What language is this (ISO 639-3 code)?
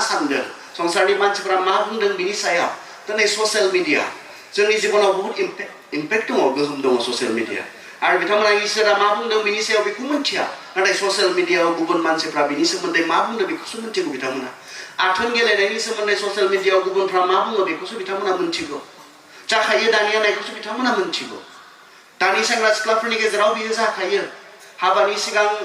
brx